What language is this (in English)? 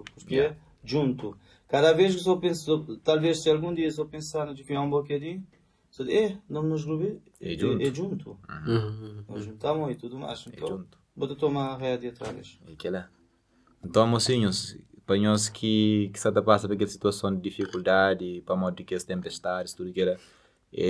Kabuverdianu